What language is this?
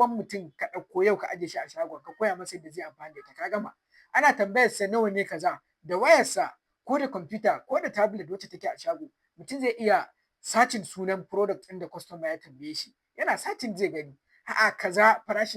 Hausa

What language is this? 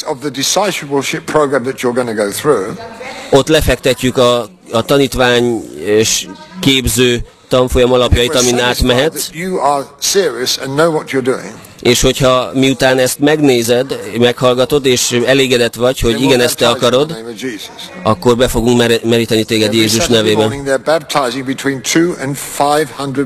Hungarian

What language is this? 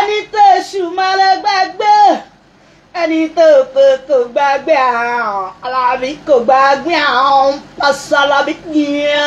Yoruba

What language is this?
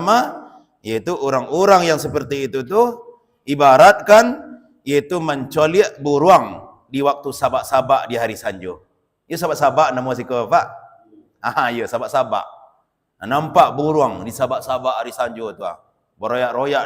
Minangkabau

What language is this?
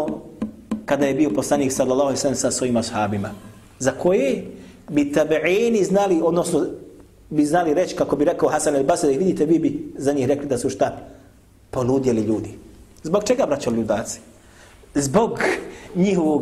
Bosnian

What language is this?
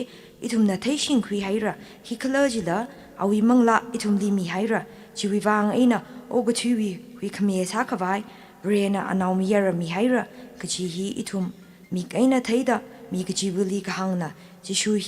Tangkhul Naga (India)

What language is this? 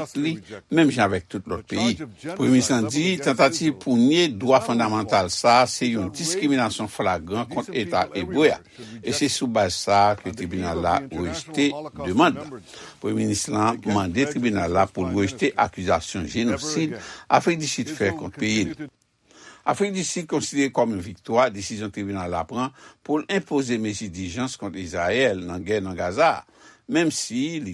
Haitian Creole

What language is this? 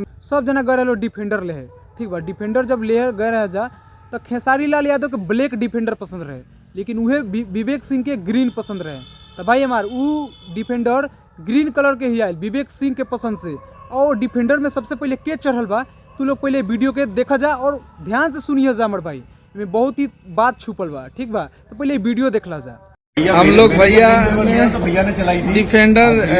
Bhojpuri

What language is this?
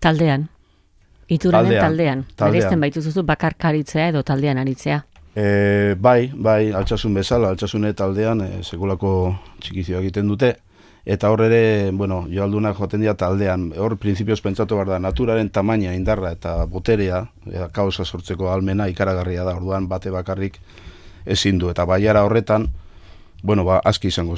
Basque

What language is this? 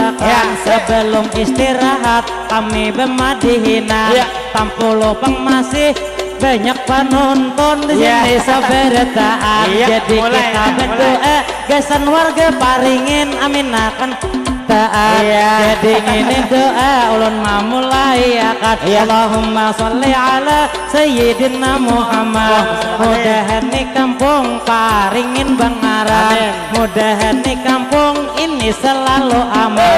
Banjar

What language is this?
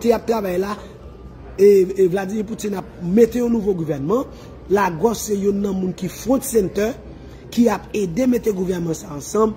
Haitian Creole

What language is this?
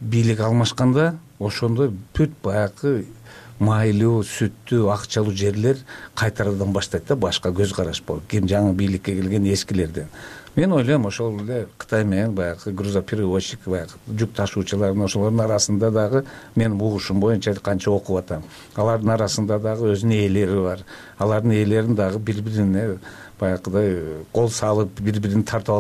Kyrgyz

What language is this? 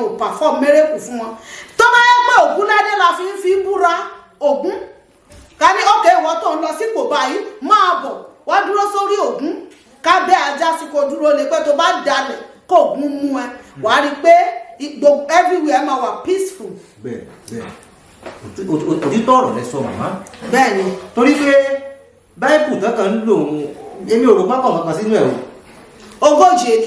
Yoruba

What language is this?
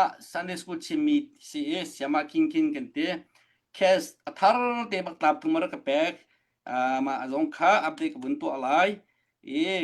Hakha Chin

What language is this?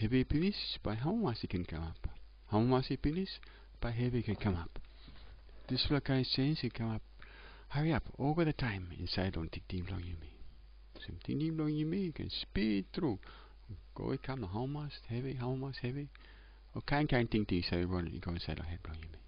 Tok Pisin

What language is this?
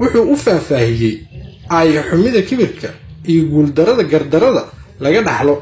Somali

